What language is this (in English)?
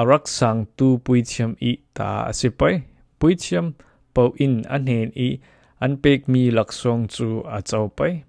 Falam Chin